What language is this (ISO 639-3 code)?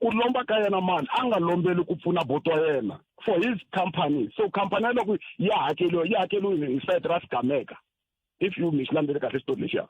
tso